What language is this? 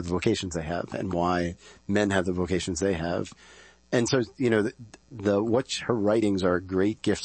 English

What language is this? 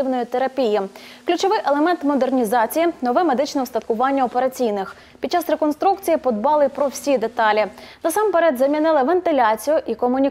Ukrainian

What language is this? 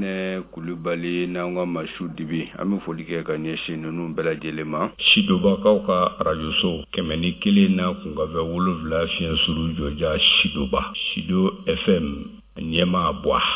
Bambara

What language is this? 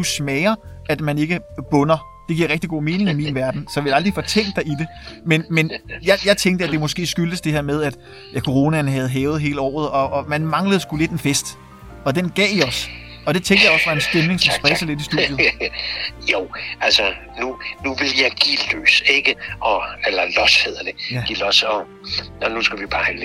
Danish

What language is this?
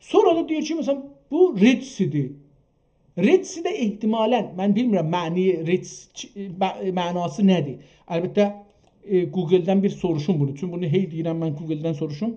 South Azerbaijani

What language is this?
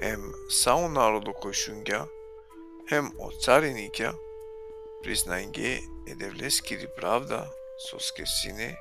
Balkan Romani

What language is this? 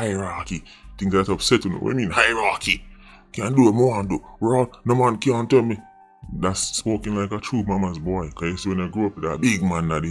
Jamaican Creole English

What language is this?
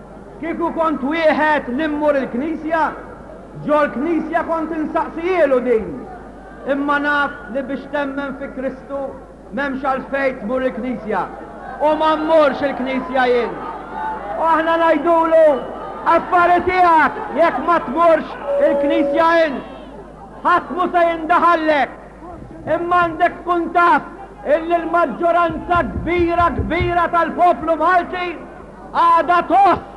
Maltese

